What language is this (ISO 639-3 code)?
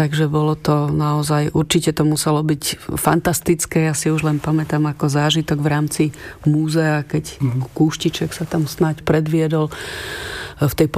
slk